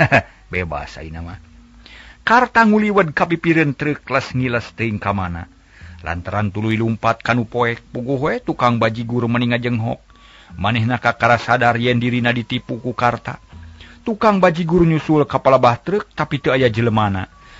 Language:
Sundanese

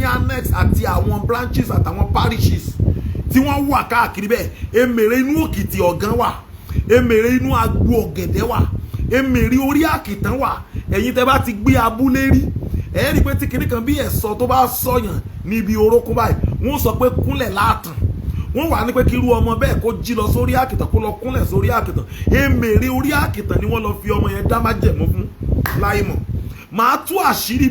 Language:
Yoruba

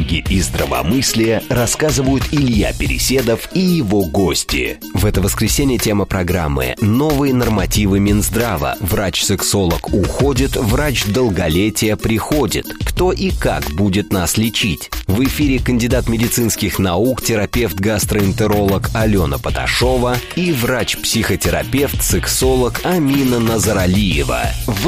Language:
Russian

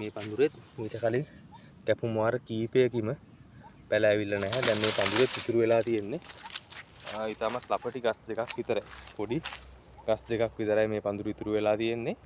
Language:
Sinhala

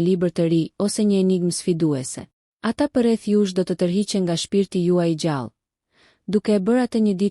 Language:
Albanian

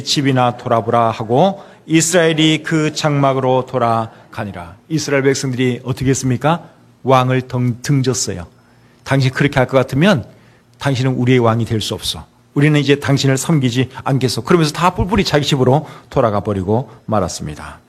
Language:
Korean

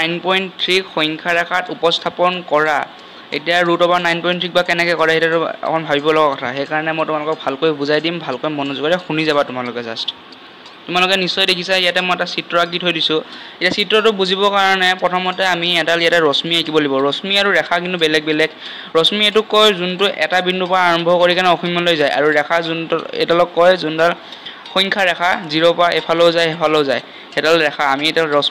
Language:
Assamese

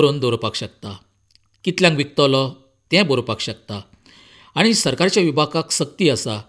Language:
Konkani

